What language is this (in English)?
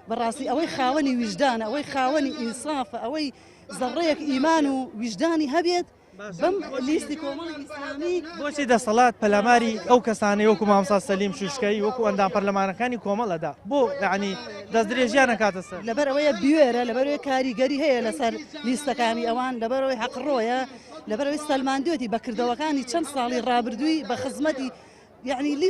Central Kurdish